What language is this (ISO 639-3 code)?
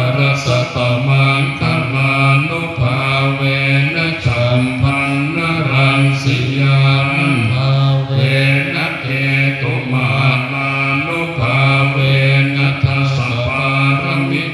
pli